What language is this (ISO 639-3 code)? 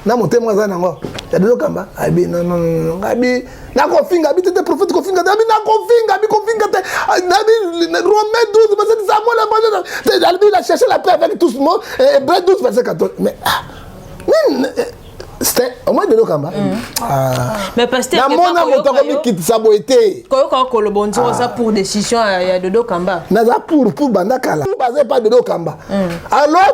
lin